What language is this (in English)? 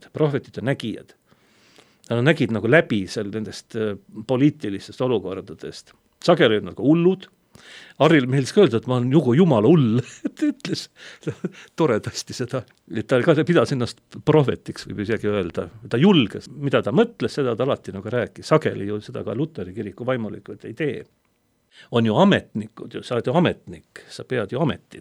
Estonian